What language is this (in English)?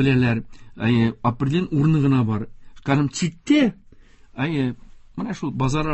Tatar